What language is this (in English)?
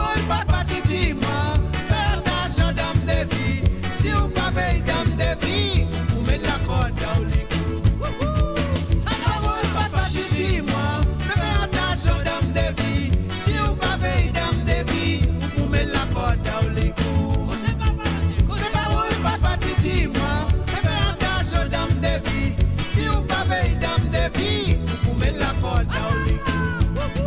Morisyen